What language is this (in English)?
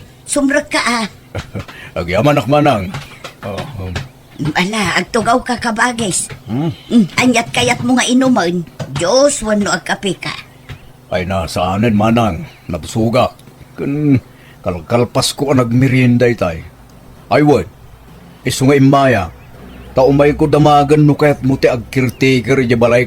Iloko